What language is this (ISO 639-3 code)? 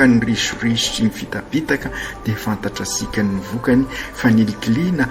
mlg